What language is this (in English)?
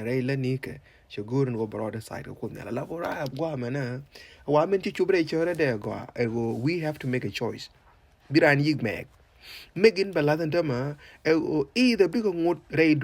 Nuer